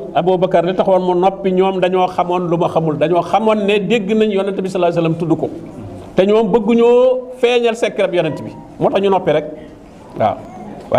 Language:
Wolof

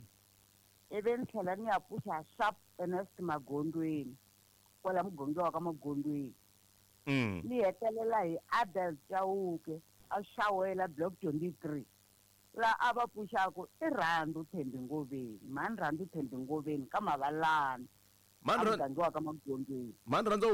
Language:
Tsonga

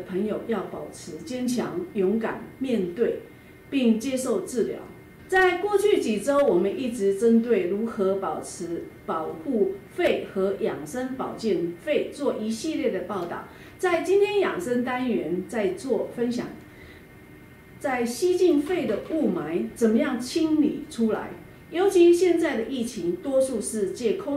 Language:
Chinese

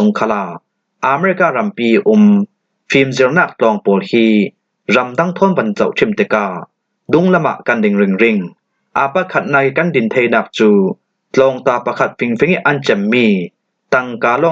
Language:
Falam Chin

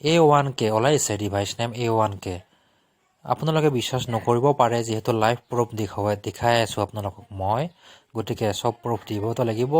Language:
Assamese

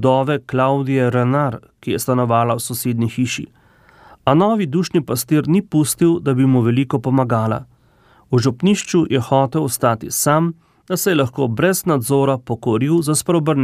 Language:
Slovenian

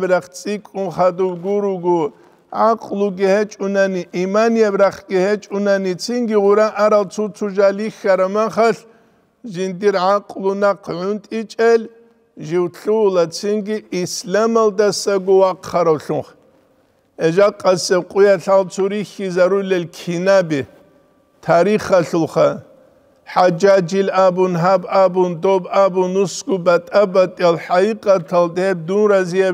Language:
Avaric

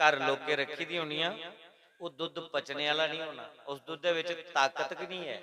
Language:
Dogri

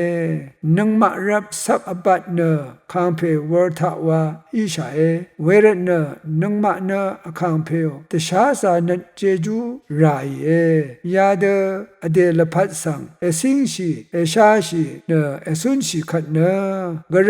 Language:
Rawang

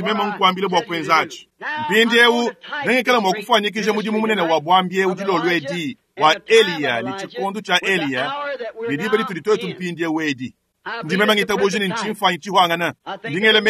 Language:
Luba-Lulua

